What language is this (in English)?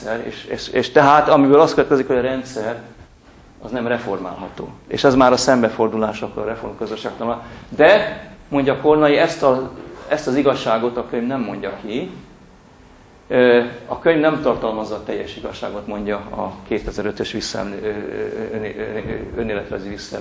Hungarian